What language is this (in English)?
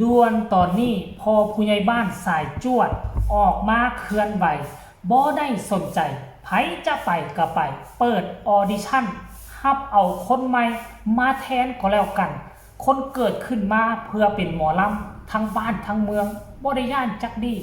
Northeastern Thai